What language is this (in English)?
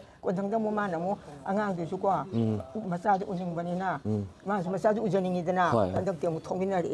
Manipuri